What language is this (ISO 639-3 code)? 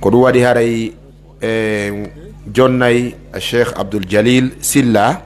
fuf